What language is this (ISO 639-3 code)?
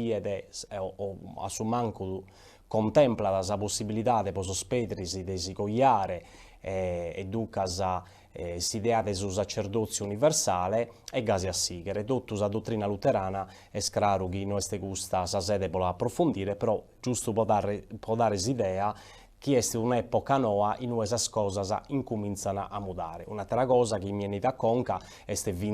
srd